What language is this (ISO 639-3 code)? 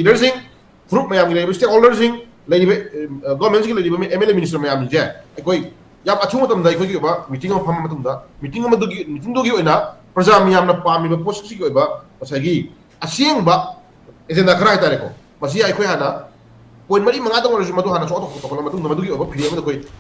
mni